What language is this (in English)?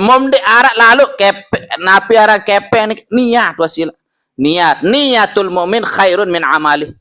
Sasak